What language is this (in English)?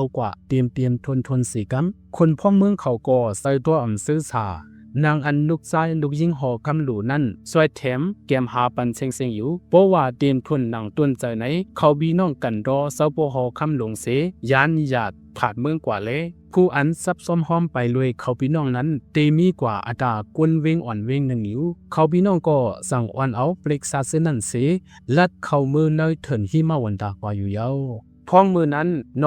Shan